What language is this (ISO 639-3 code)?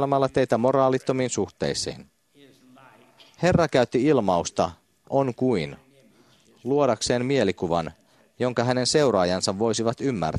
fin